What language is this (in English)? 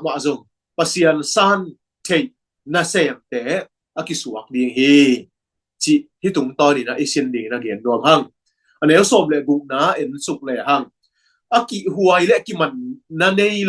Tedim Chin